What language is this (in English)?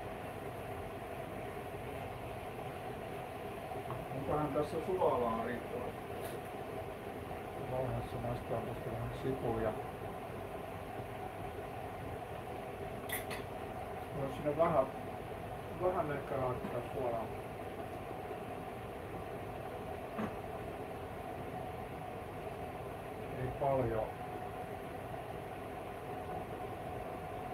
Finnish